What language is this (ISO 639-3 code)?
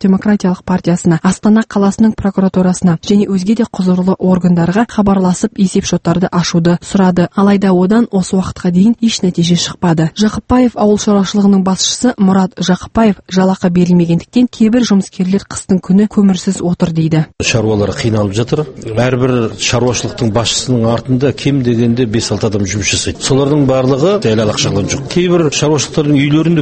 kaz